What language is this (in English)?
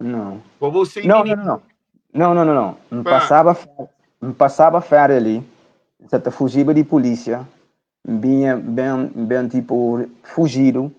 Kabuverdianu